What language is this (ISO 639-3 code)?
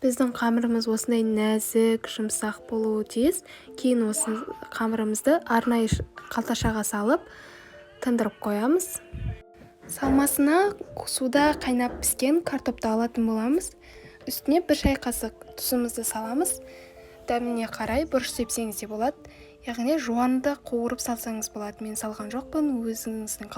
kaz